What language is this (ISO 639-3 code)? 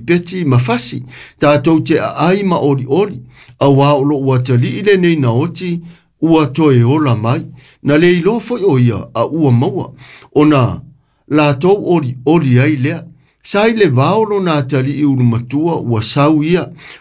smo